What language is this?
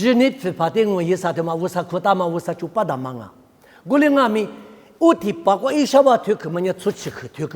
Lisu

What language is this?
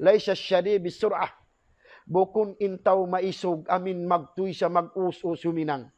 Tausug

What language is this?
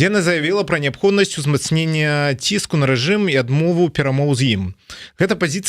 Belarusian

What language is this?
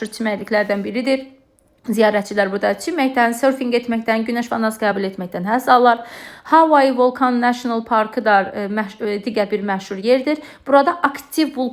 Azerbaijani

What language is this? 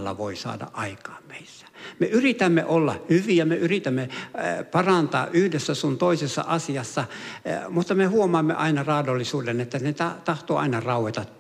Finnish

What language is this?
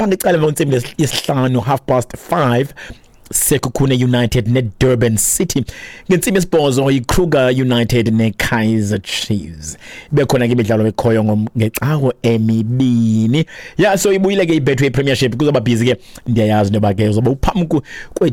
Xhosa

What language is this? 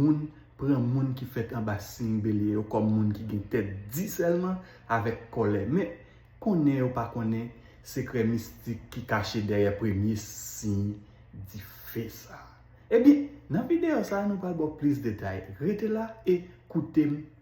Haitian Creole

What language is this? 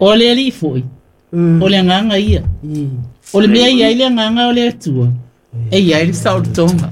Samoan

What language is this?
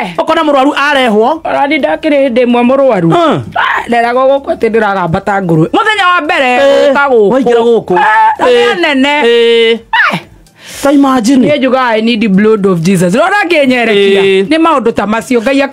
Kikuyu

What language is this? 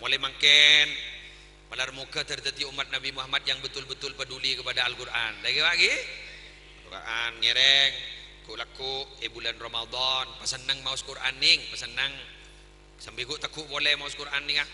Madurese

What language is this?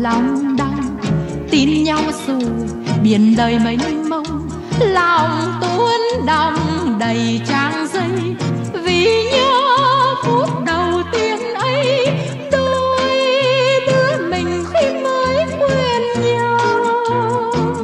Vietnamese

